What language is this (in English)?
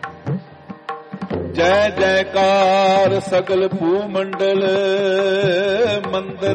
Punjabi